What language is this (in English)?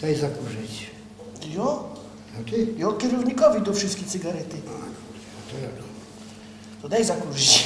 Silesian